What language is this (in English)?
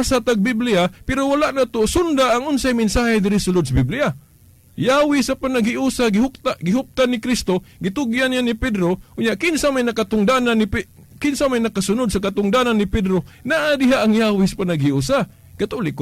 Cebuano